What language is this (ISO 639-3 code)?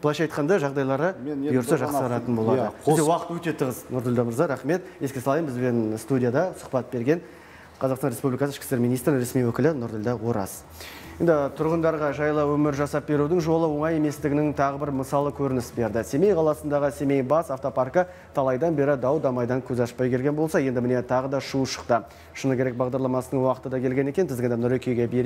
kaz